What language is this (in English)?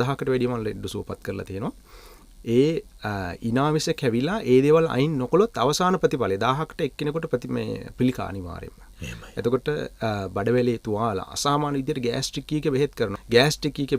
Sinhala